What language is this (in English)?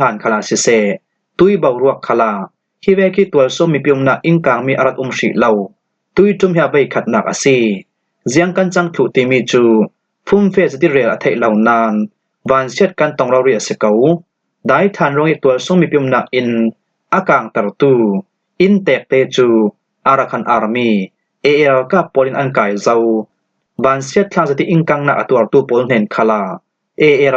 Falam Chin